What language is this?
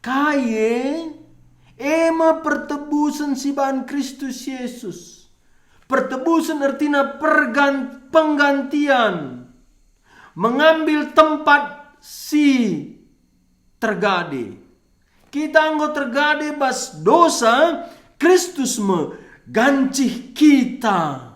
Batak Karo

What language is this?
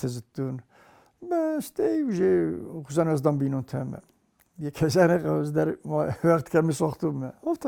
Ossetic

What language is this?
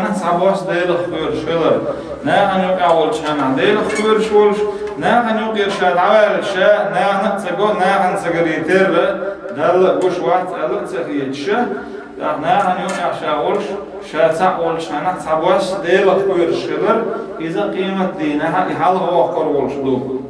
Chechen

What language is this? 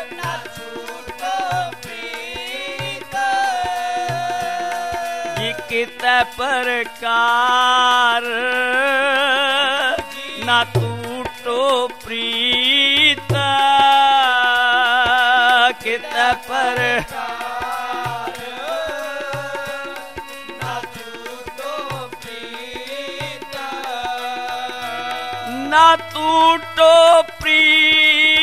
Punjabi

